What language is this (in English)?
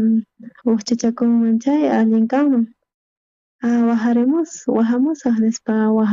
South Bolivian Quechua